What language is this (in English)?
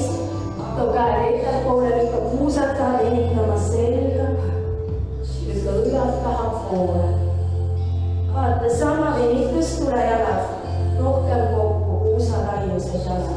Estonian